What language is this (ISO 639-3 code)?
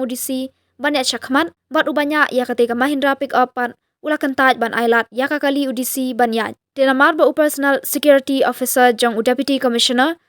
kha